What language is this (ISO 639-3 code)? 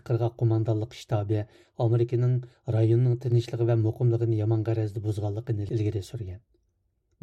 uig